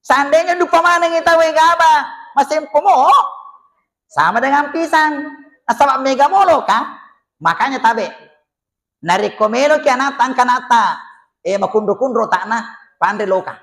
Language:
Buginese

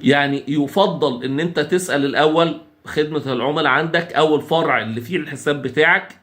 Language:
Egyptian Arabic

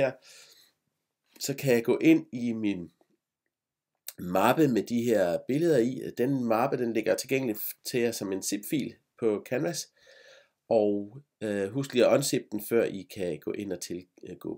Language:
Danish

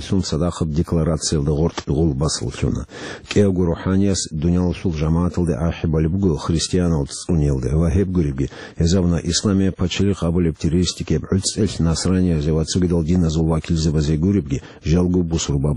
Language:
Avaric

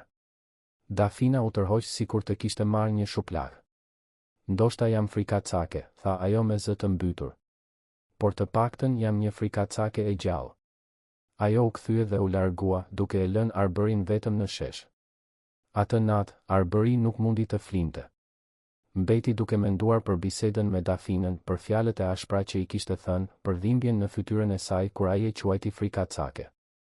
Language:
Albanian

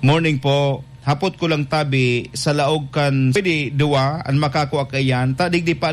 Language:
Bikol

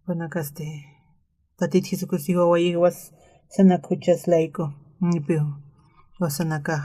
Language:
Aymara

